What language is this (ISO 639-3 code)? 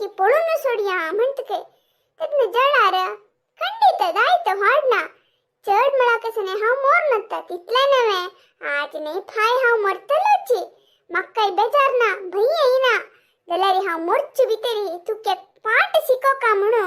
kok